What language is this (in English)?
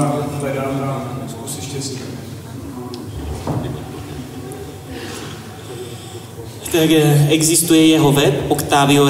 Czech